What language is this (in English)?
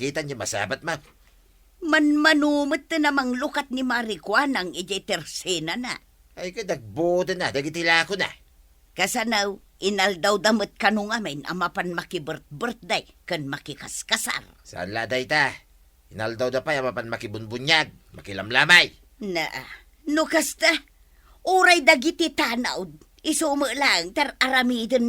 Iloko